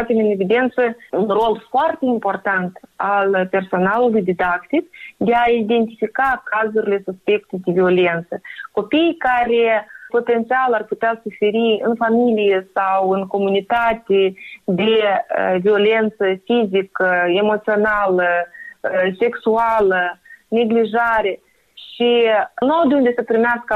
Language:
Romanian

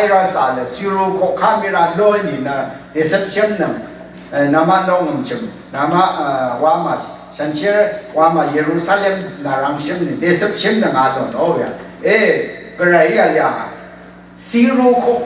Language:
Rawang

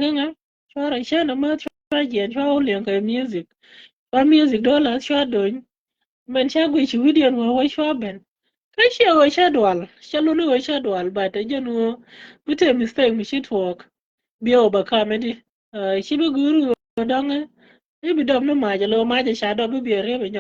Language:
Nuer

